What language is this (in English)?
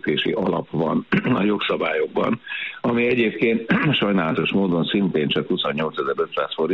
Hungarian